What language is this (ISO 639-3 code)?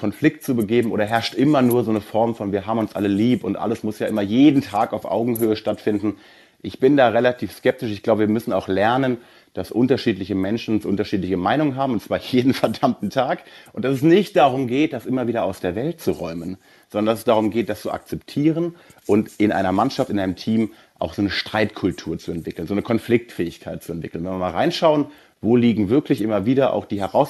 deu